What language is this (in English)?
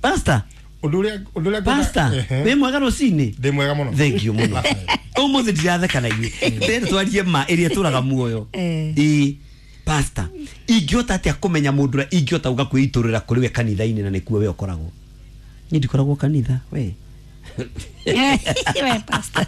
Kikuyu